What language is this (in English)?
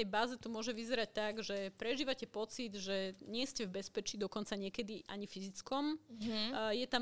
Slovak